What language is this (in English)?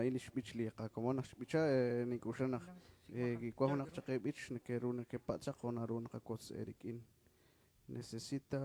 Kekchí